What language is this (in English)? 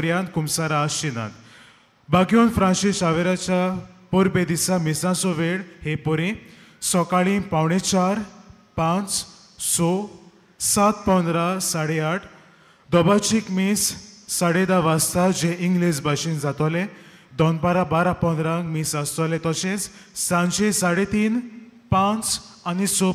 Konkani